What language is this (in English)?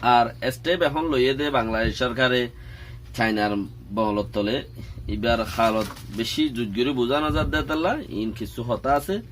Rohingya